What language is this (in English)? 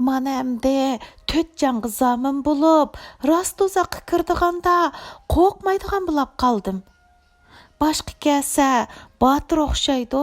Uyghur